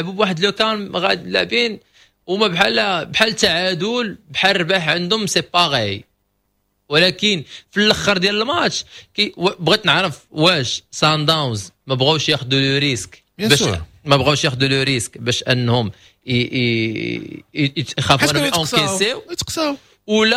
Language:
Moroccan Arabic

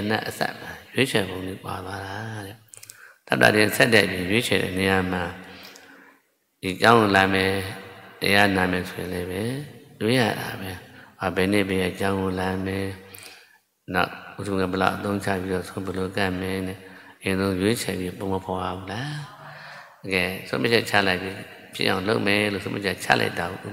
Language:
Burmese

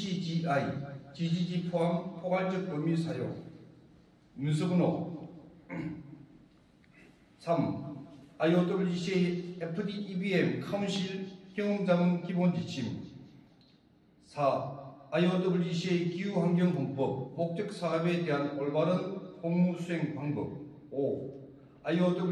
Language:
Korean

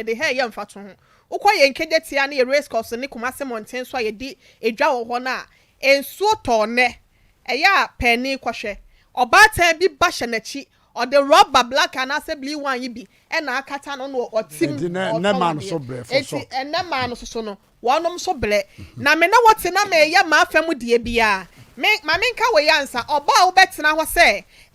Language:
Akan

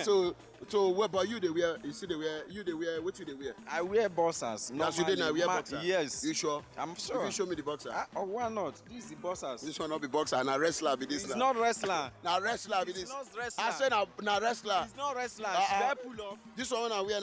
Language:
Nigerian Pidgin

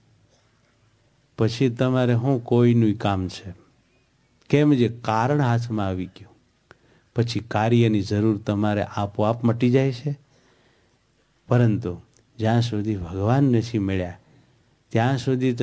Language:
Gujarati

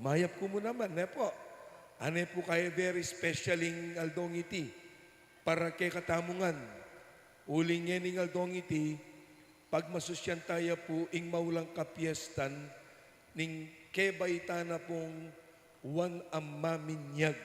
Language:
Pampanga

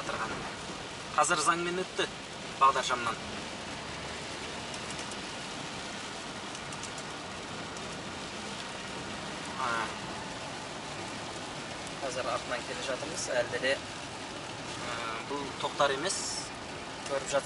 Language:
Kazakh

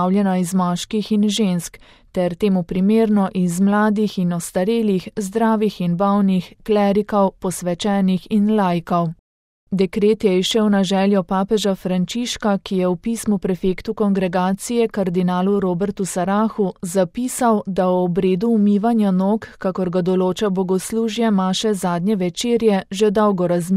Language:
Slovenian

